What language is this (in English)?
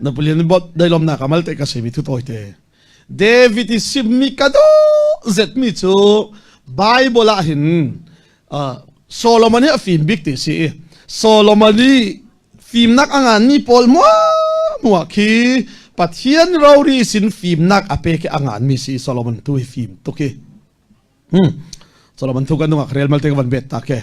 Falam Chin